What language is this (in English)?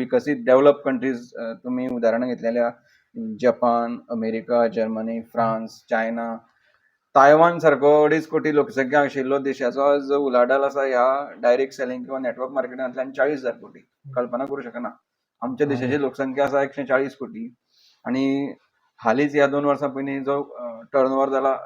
Konkani